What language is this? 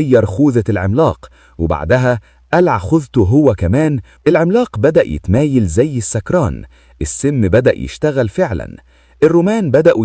Egyptian Arabic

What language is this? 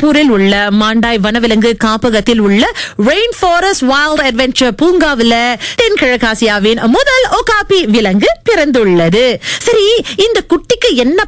Tamil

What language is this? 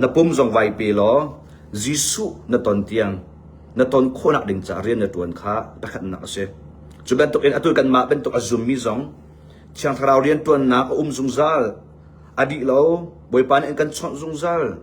Hakha Chin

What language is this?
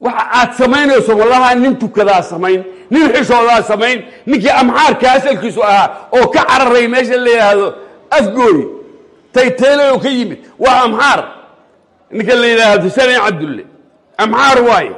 Somali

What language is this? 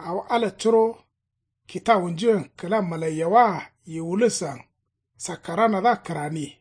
Kanuri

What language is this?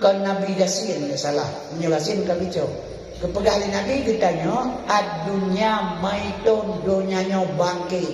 Achinese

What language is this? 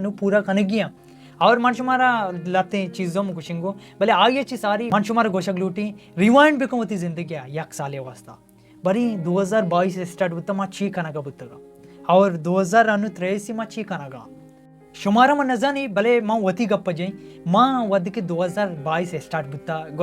Baluchi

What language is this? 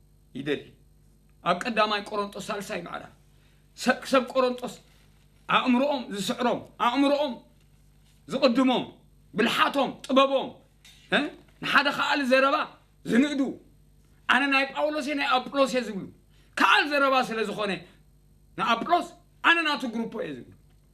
Tigrinya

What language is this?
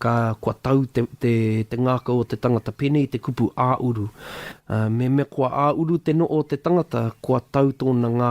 Māori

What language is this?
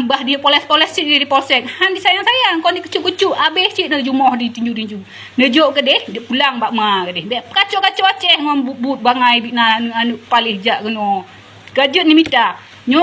Achinese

